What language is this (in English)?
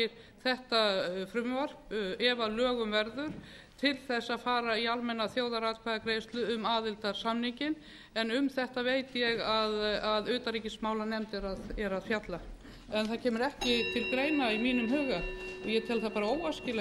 Icelandic